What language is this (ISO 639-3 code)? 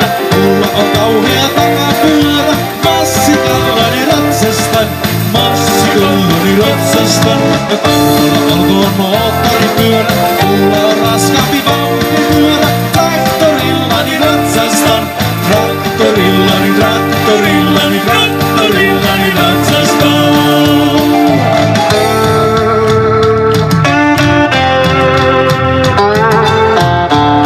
fin